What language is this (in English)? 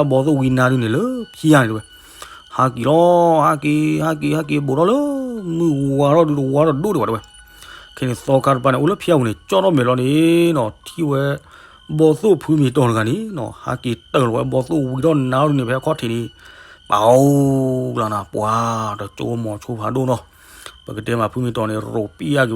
S'gaw Karen